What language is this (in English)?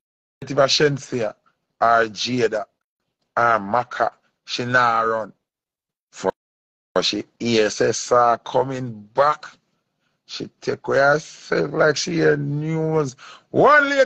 Jamaican Creole English